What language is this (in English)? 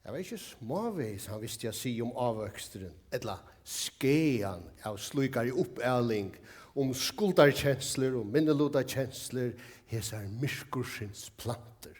Faroese